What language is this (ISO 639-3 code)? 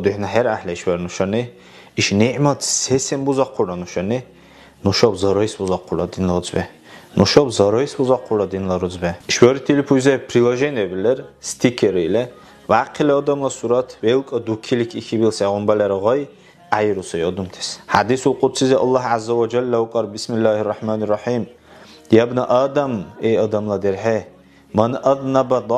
dar